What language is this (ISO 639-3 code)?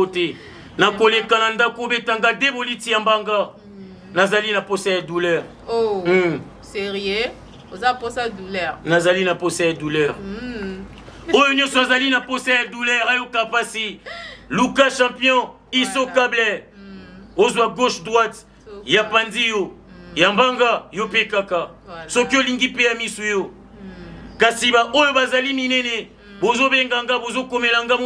lin